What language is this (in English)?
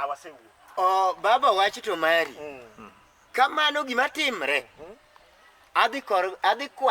Luo (Kenya and Tanzania)